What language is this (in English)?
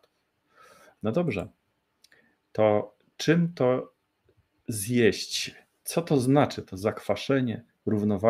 Polish